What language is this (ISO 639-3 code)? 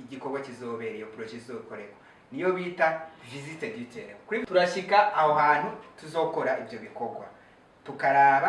run